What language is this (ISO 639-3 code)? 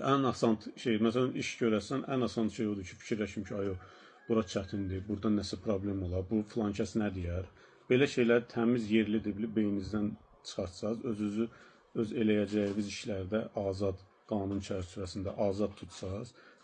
aze